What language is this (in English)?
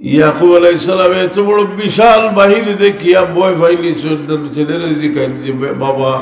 Sylheti